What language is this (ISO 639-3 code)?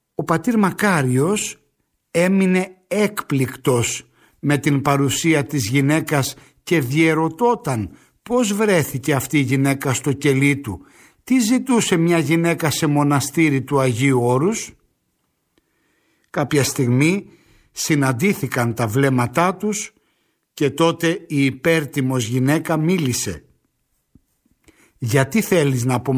ell